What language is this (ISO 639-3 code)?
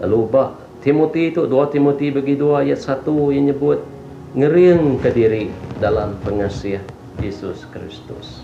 iba